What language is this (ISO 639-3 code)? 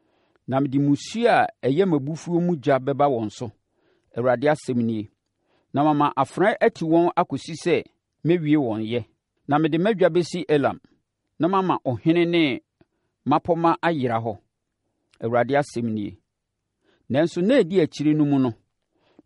aka